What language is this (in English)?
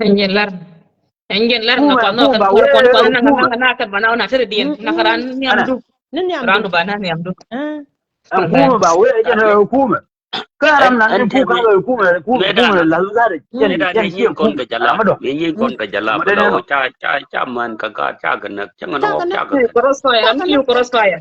Nuer